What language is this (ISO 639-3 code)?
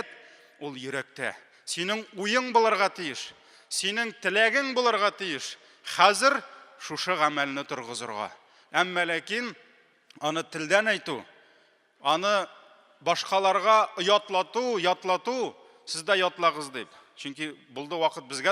tat